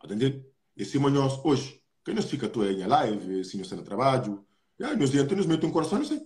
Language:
Kabuverdianu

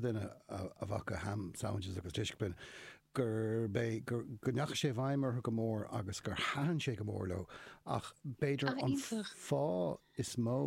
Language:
Irish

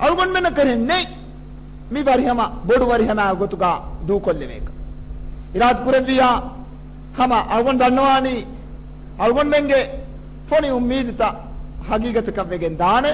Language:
Divehi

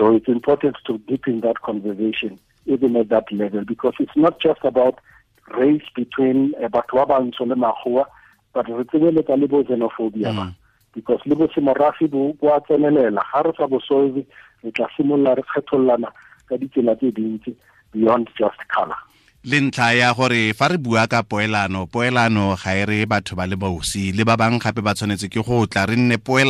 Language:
Tswana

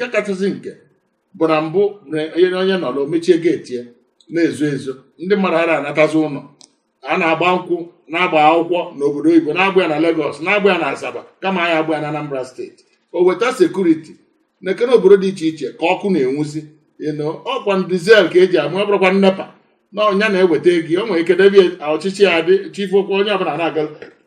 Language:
Igbo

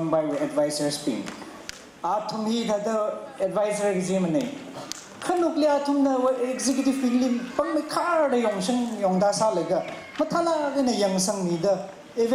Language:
Tangkhul Naga (India)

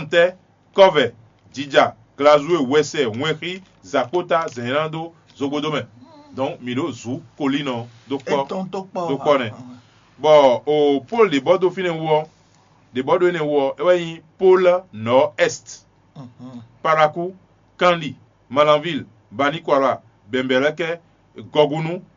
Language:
Fon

